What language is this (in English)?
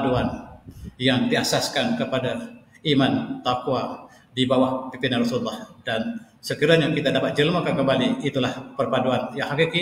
Malay